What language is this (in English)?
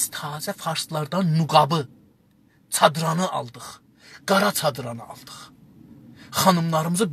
South Azerbaijani